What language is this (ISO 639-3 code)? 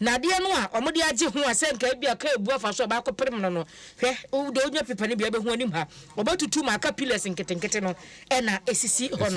aka